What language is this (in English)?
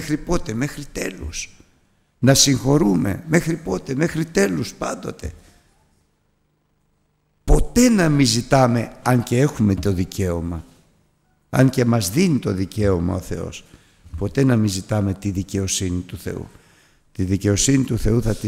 Greek